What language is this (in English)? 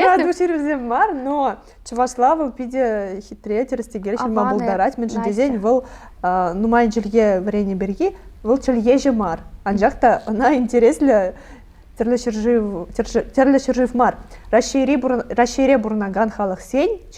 Chuvash